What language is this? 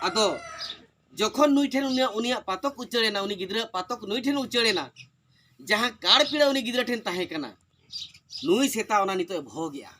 Santali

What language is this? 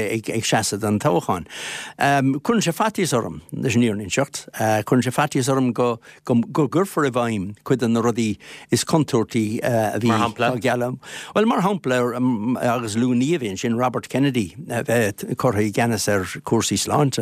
Irish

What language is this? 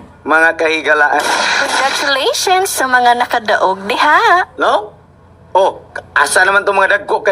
Cebuano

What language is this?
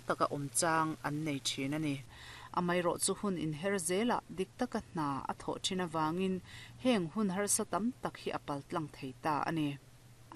Mizo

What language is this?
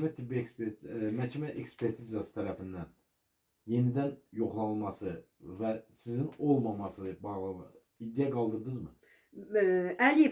Azerbaijani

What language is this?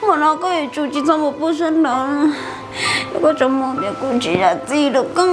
Hmong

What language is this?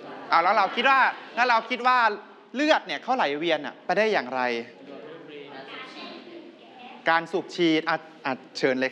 Thai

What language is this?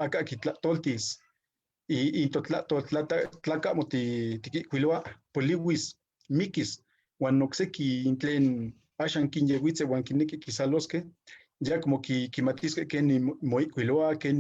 Eastern Huasteca Nahuatl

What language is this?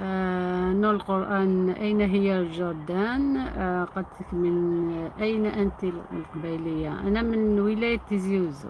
Algerian Arabic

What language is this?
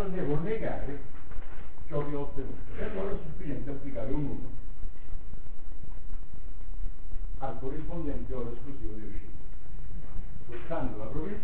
Italian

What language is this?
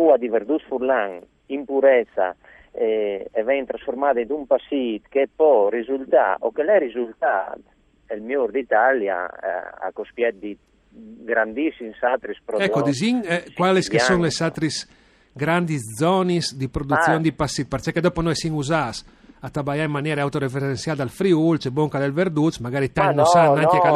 Friulian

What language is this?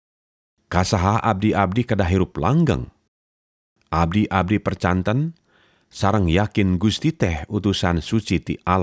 Sundanese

